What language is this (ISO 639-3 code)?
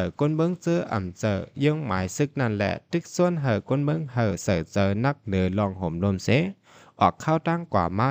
shn